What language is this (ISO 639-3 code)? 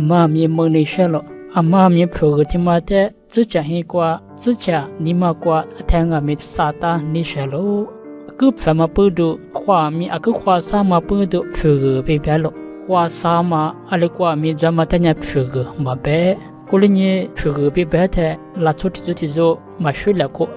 lis